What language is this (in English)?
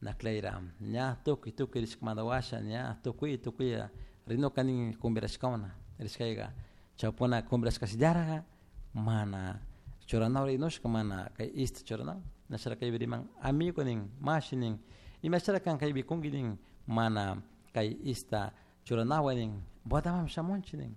Chimborazo Highland Quichua